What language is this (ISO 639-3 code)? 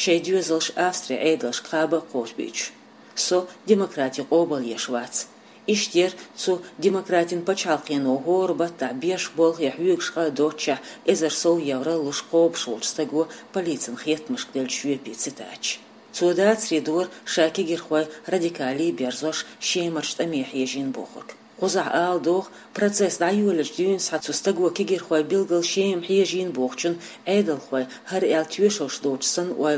che